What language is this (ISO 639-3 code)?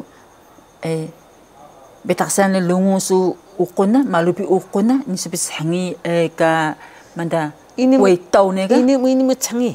trv